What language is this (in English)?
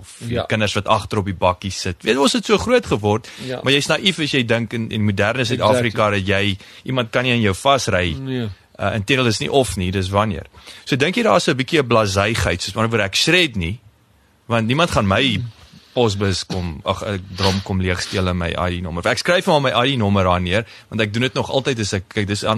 Afrikaans